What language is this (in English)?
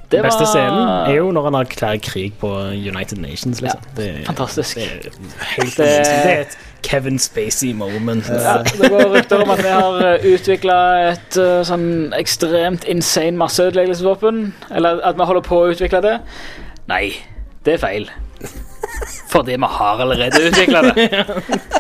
Norwegian